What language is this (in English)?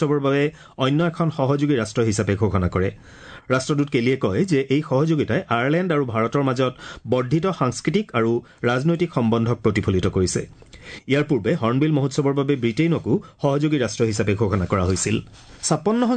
Assamese